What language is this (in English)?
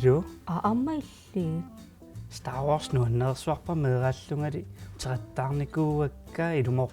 Kalaallisut